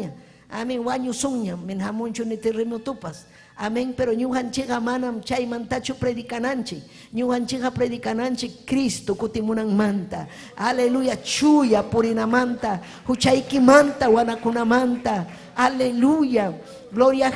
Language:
Ayacucho Quechua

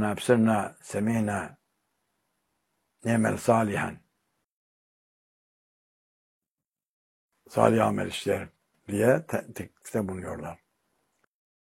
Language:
Turkish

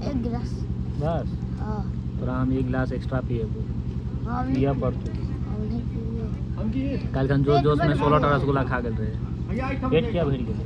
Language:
Maithili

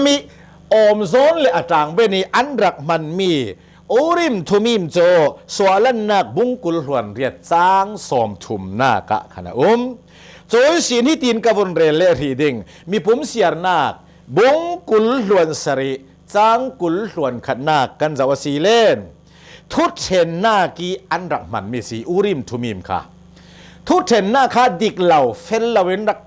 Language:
Hakha Chin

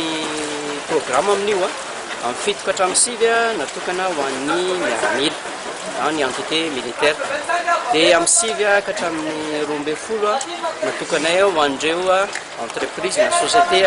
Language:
Malagasy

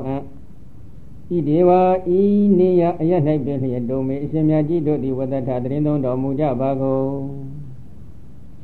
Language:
Burmese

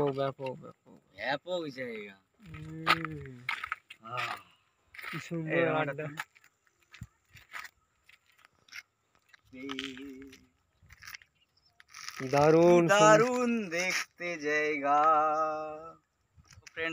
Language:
Bangla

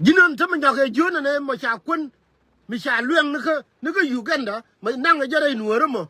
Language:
Nuer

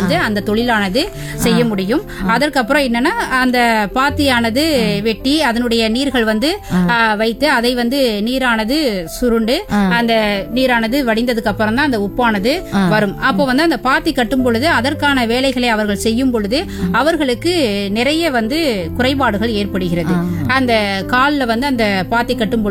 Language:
Tamil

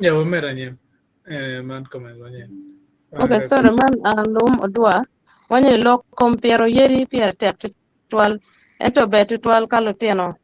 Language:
Acoli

